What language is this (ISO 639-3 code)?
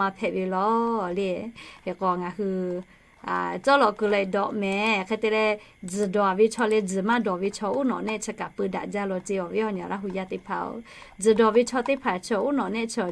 lhu